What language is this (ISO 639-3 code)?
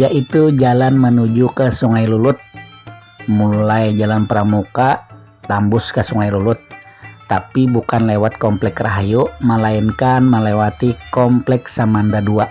bjn